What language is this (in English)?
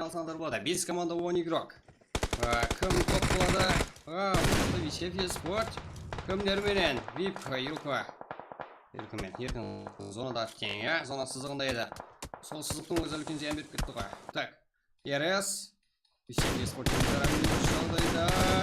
Kara-Kalpak